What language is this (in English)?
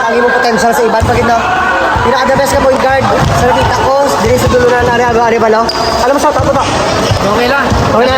Hiligaynon